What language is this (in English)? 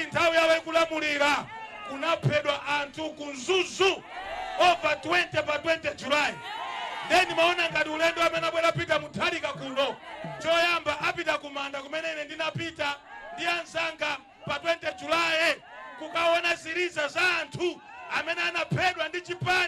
Nyanja